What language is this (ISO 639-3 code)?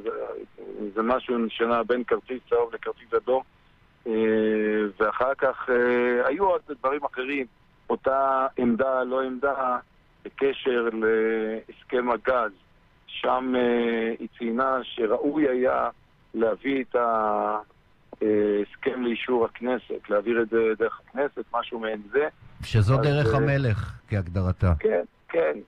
heb